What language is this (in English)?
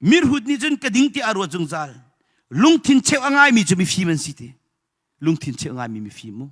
Hakha Chin